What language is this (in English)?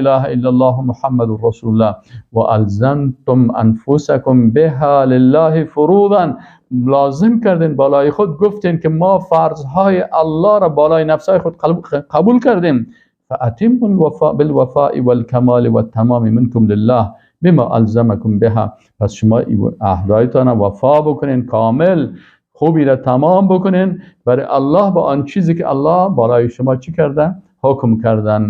Persian